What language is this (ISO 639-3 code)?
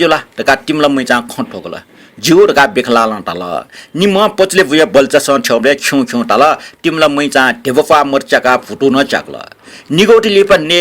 new